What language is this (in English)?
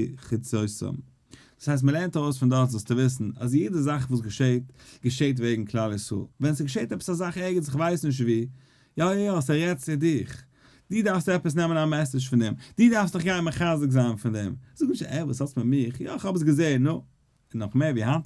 Yiddish